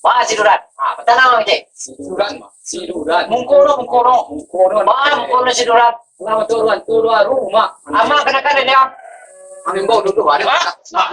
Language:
Minangkabau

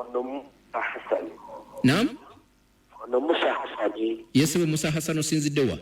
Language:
Ganda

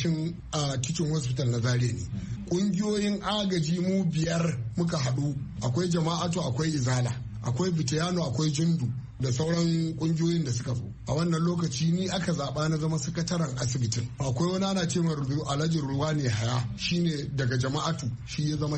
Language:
Hausa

